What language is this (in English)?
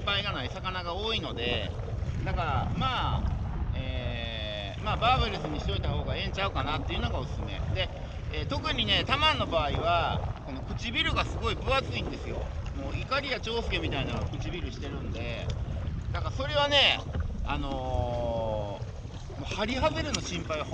Japanese